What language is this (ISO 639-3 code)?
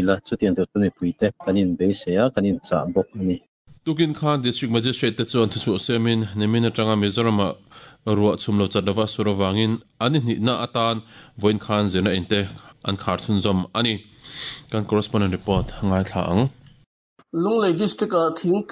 lus